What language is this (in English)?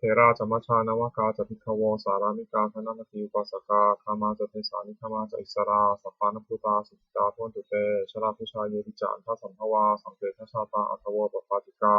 Pali